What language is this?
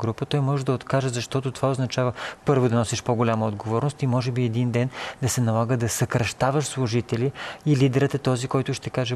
Bulgarian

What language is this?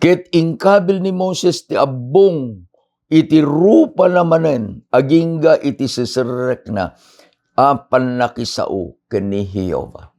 Iloko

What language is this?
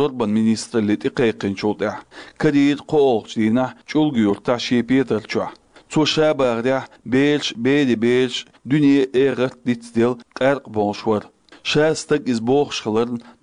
Chechen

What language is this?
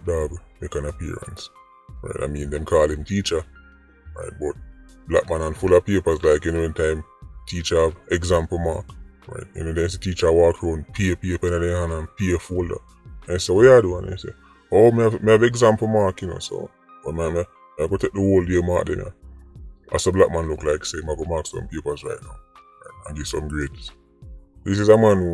Jamaican Creole English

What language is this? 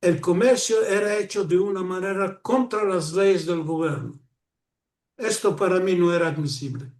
Ladino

